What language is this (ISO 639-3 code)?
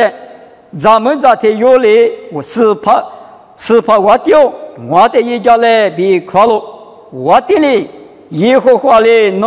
lis